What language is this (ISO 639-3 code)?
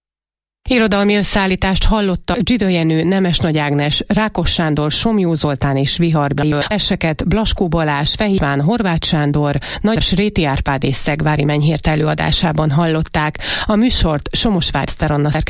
hun